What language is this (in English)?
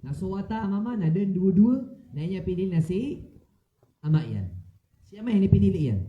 Maranao